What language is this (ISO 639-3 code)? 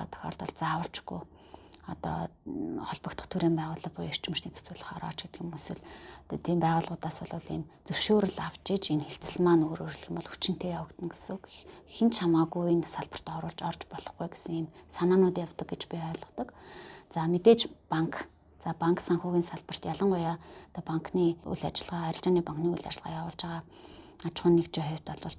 mon